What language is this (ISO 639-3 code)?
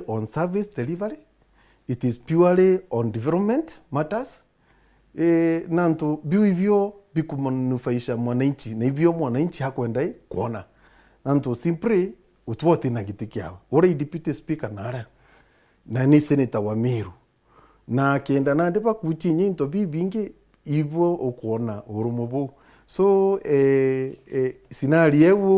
mer